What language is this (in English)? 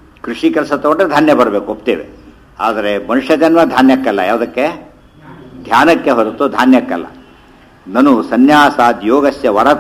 Kannada